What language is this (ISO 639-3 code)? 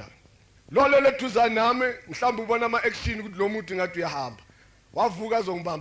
zul